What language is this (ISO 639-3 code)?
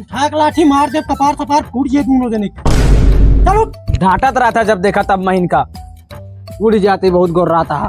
awa